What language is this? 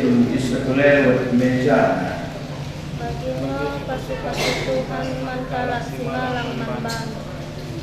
Batak Karo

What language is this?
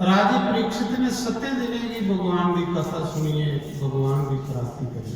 Dogri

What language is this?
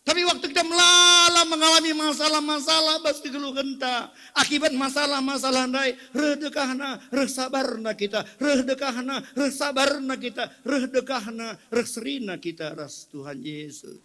Batak Karo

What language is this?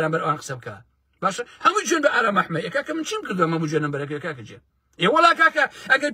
Central Kurdish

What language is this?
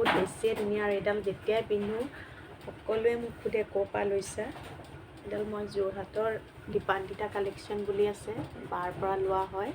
Assamese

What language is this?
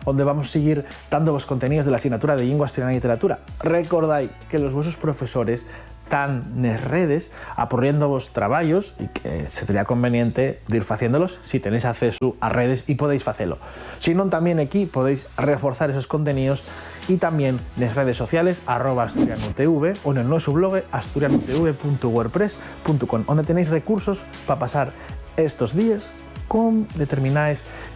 Asturian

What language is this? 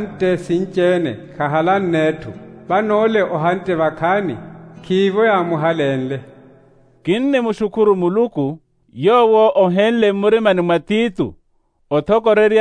Makhuwa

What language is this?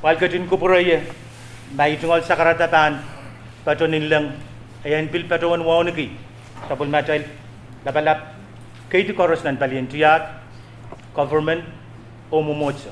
Pohnpeian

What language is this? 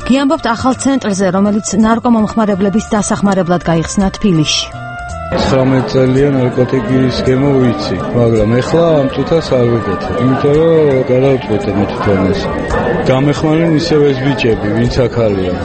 Georgian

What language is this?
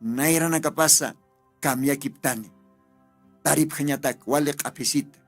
Aymara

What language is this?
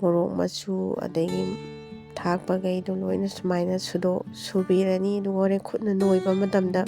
Manipuri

